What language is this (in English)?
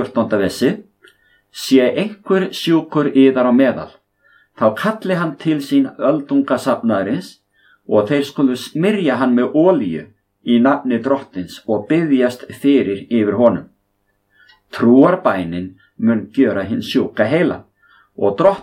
Icelandic